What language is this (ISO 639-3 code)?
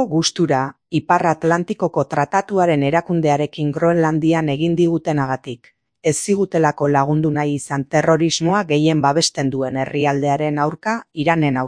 eus